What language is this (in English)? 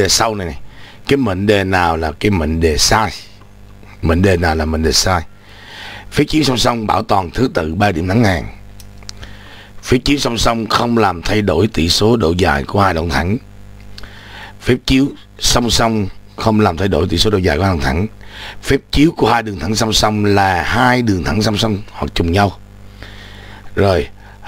Vietnamese